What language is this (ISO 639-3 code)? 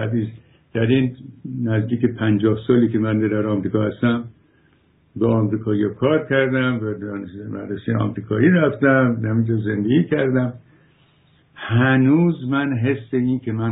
fas